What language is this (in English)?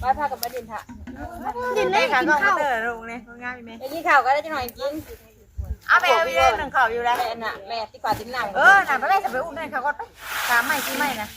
Northeastern Thai